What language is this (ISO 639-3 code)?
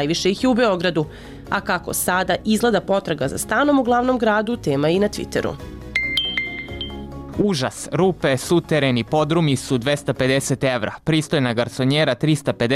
srp